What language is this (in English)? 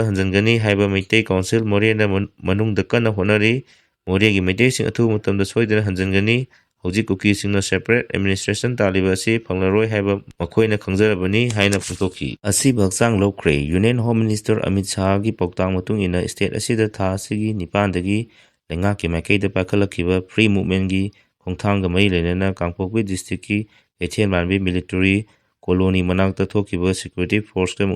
Manipuri